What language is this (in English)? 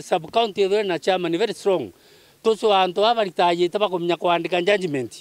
Meru